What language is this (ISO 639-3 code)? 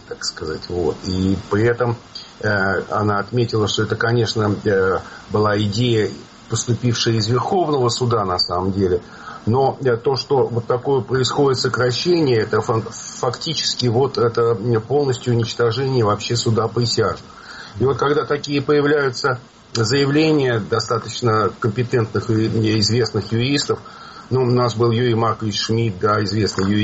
rus